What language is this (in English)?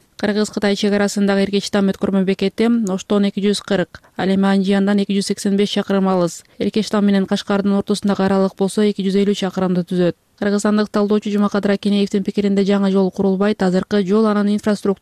Kyrgyz